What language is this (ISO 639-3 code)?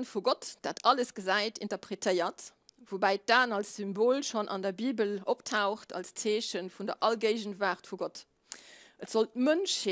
ltz